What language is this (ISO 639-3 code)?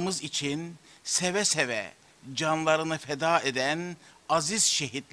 tur